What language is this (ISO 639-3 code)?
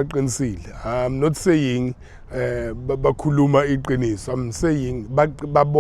zul